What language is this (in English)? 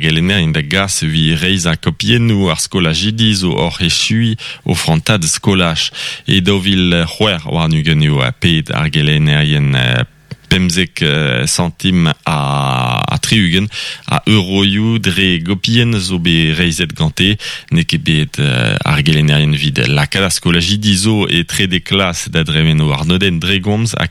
Breton